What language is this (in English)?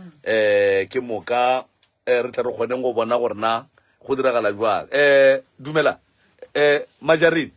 Northern Sotho